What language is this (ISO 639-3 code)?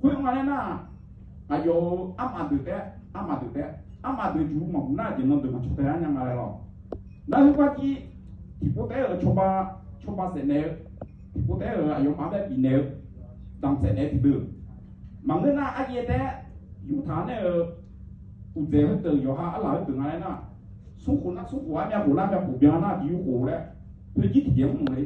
ahk